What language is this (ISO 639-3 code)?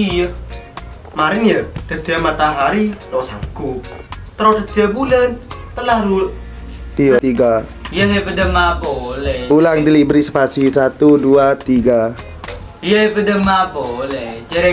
mad